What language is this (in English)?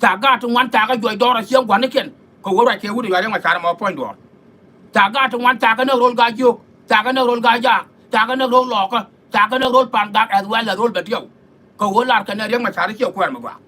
Nuer